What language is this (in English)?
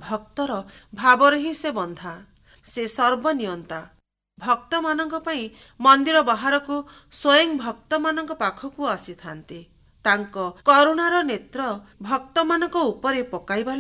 Odia